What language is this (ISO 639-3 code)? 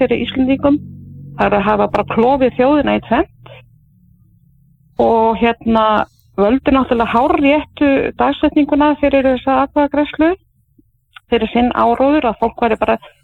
isl